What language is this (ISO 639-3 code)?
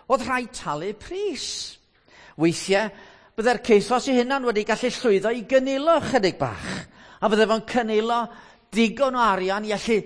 cym